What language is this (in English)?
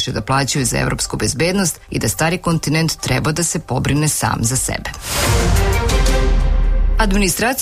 Serbian